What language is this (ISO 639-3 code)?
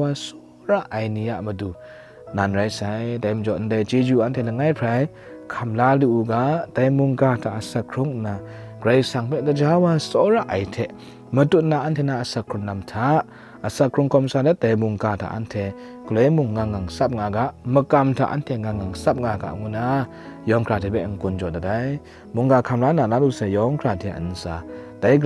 kac